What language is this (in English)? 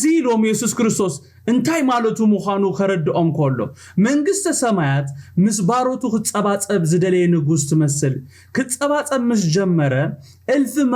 Tigrinya